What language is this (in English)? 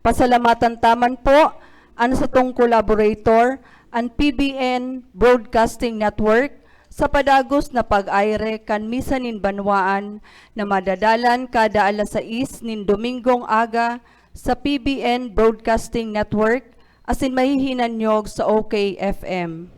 Bikol